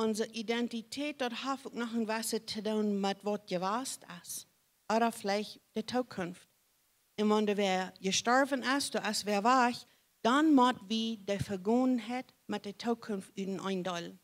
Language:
Plautdietsch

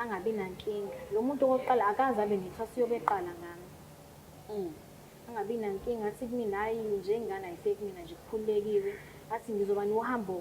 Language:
Zulu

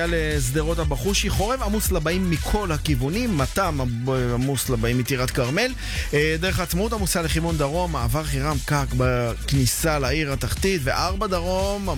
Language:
Hebrew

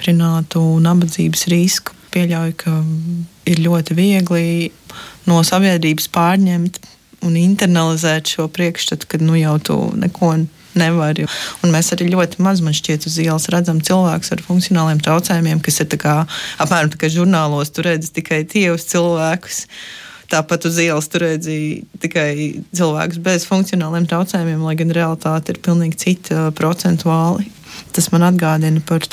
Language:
Latvian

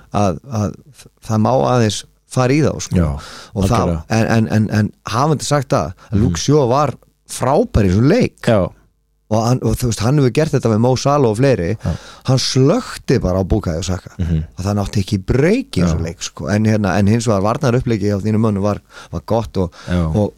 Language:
Icelandic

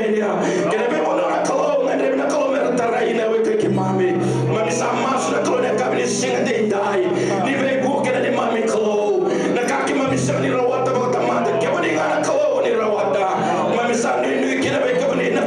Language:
Fijian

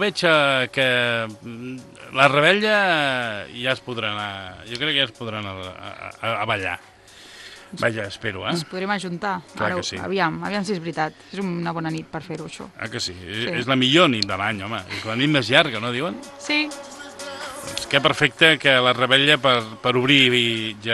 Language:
Catalan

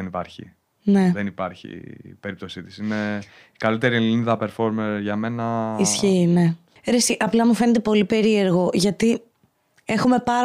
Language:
Greek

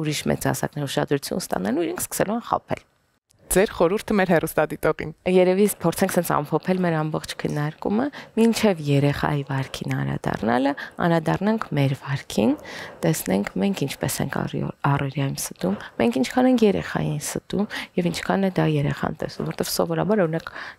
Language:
Armenian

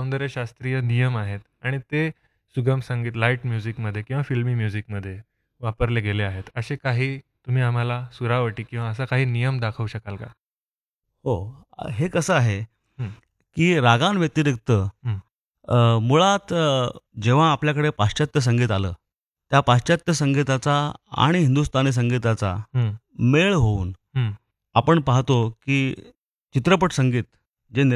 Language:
Marathi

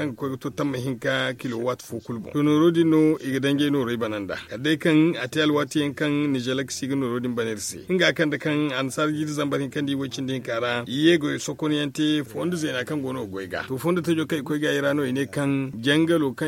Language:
Zarma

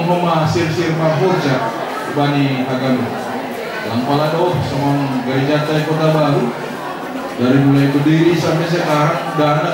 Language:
Batak Simalungun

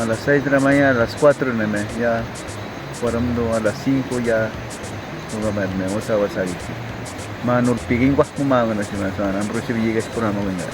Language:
Awa-Cuaiquer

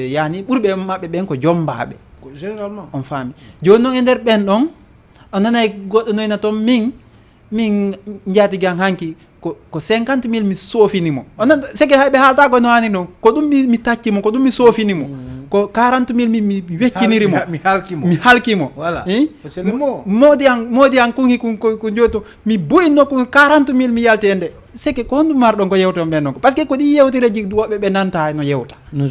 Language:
Fula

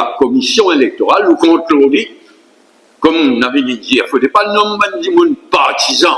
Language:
Morisyen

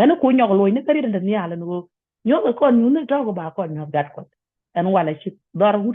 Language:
Nuer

